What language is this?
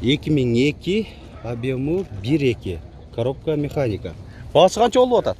Kyrgyz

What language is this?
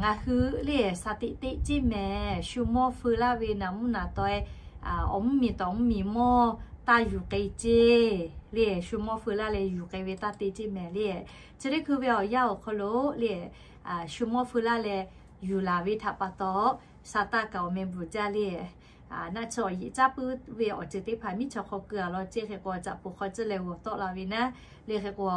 Lahu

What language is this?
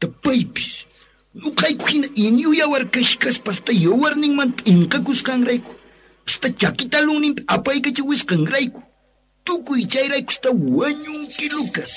South Bolivian Quechua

